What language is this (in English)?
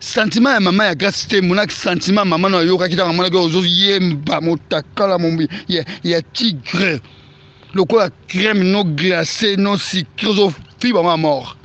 Lingala